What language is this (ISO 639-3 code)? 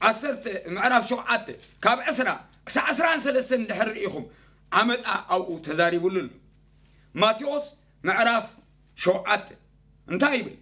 tir